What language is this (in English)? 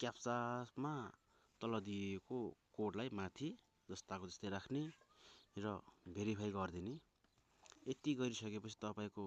Nepali